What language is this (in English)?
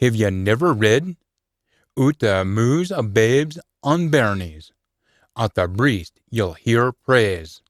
Scots